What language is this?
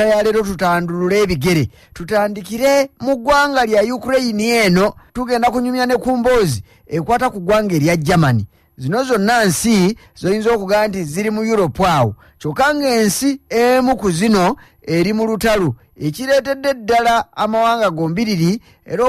Ganda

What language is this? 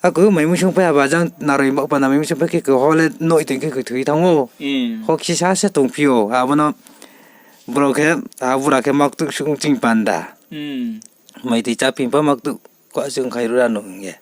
Riang (India)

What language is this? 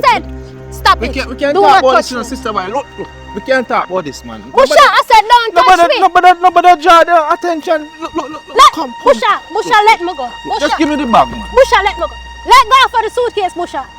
Jamaican Creole English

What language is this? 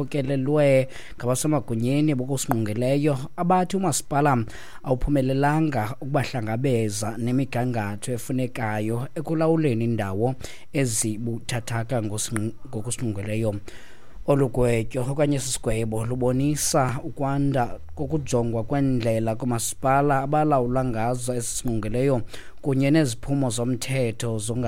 Xhosa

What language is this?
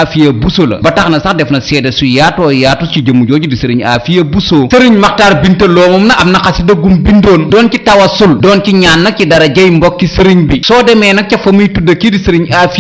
Wolof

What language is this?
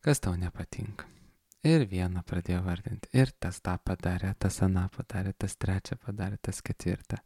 Lithuanian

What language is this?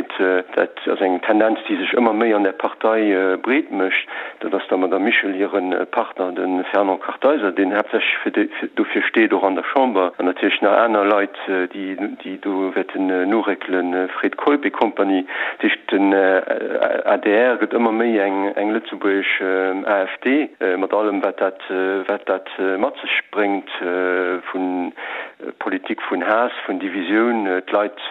Luxembourgish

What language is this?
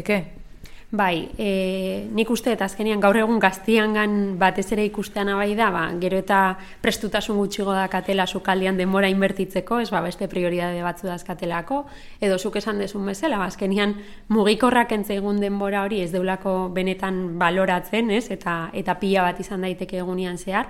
Basque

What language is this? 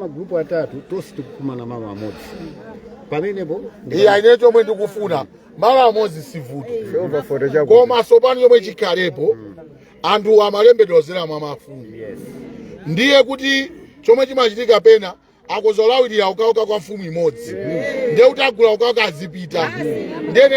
Nyanja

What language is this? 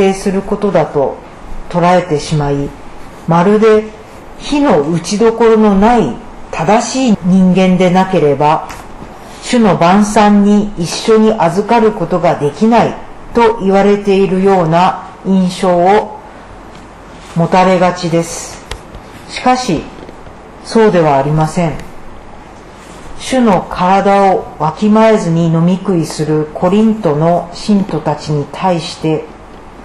Japanese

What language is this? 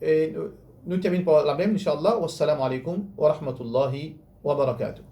Morisyen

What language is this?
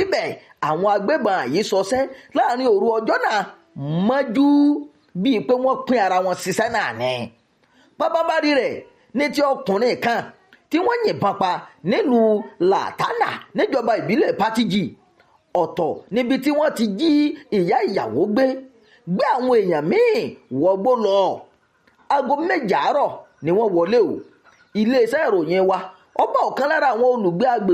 Yoruba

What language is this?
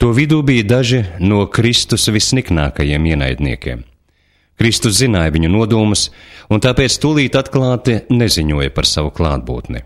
Latvian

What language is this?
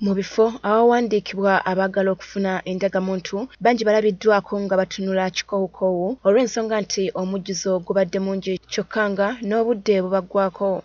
Ganda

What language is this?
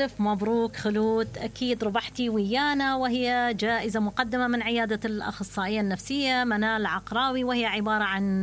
Mesopotamian Arabic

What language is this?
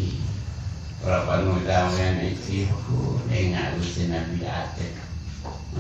Madurese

